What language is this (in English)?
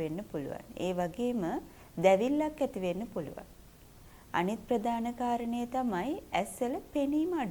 Sinhala